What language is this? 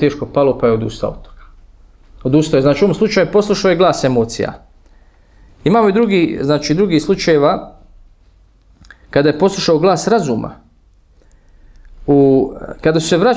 Bosnian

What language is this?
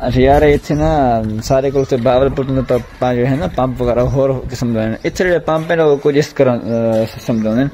Saraiki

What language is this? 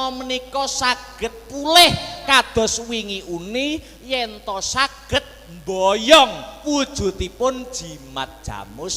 Javanese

